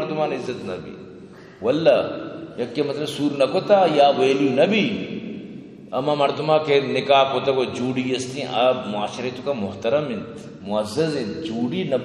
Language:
Eastern Balochi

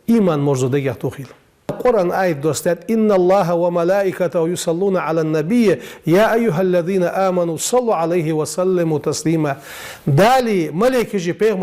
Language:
Ingush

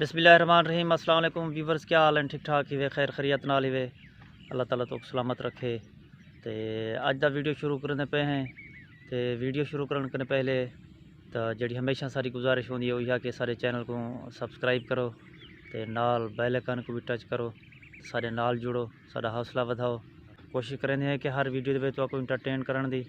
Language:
Saraiki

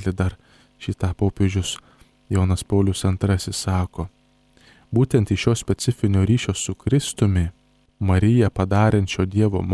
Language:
Lithuanian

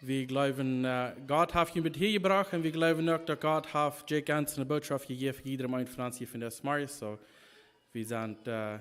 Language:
Plautdietsch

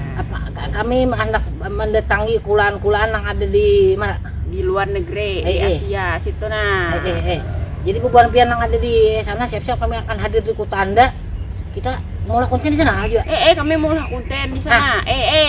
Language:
Banjar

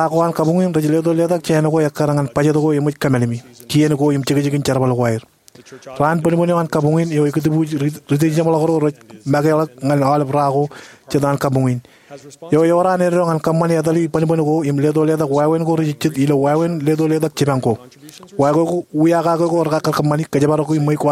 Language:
Marshallese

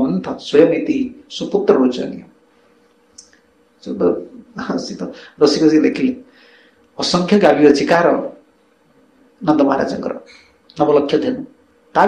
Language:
Odia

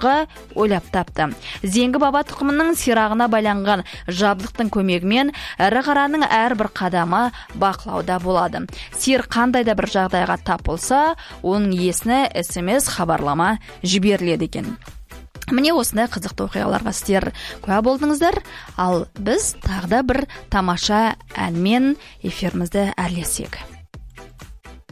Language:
Kazakh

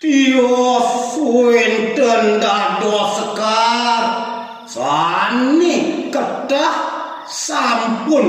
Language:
Balinese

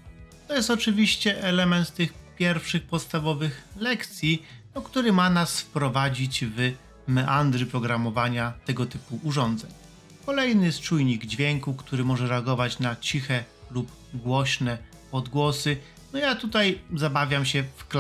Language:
Polish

